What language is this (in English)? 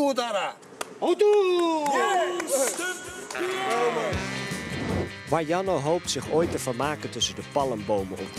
Dutch